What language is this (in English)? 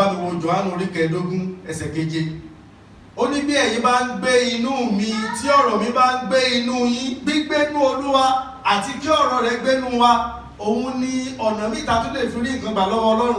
Yoruba